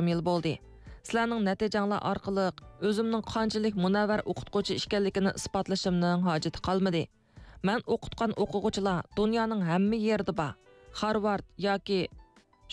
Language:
Uyghur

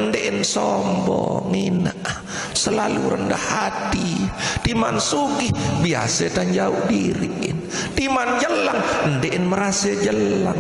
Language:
Sasak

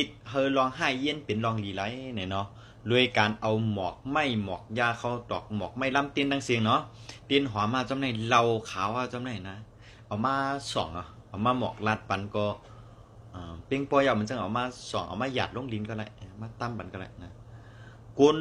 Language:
Shan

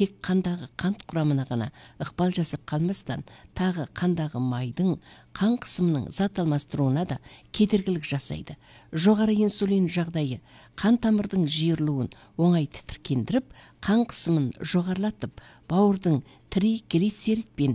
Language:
Kazakh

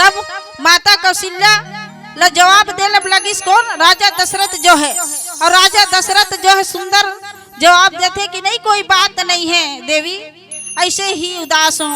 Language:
Chhattisgarhi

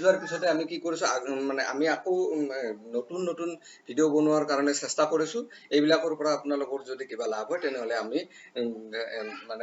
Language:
Assamese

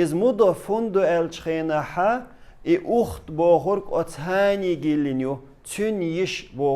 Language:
Chechen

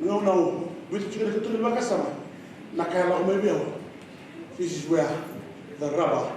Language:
Fijian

